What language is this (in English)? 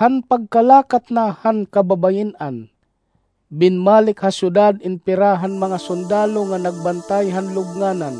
Waray